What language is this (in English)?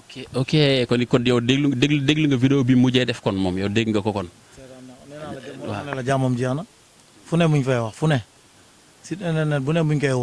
Wolof